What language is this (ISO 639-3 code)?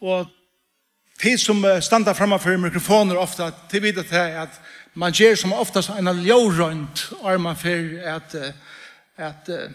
fao